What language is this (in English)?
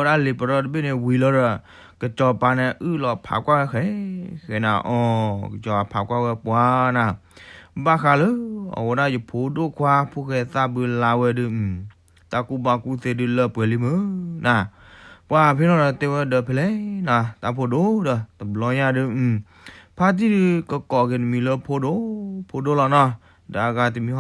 S'gaw Karen